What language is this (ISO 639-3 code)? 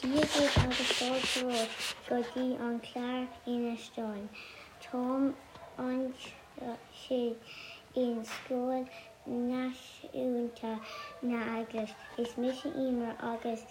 gle